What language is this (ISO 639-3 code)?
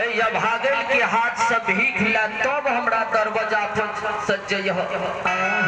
mai